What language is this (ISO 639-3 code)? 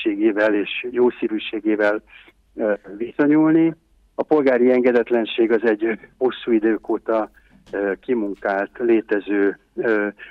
hun